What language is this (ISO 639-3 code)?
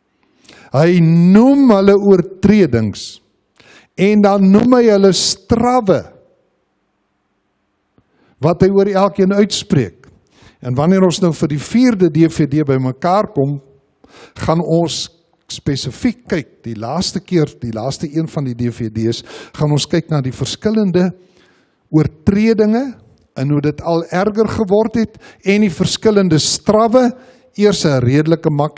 afr